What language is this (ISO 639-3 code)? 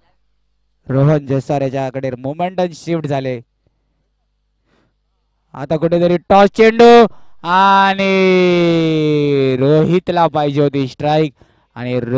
mar